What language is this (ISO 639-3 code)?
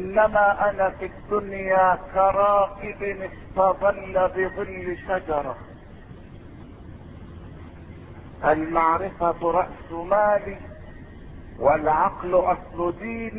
ara